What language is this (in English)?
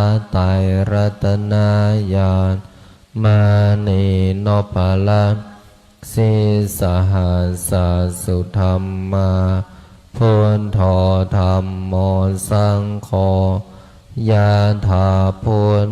Pali